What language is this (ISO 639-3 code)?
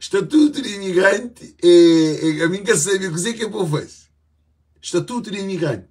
kea